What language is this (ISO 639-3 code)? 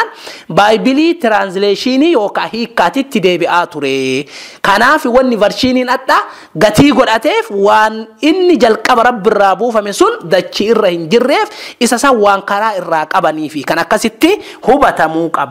orm